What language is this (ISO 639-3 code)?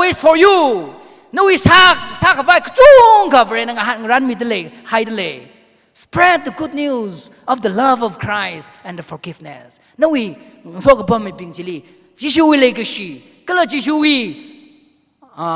nmf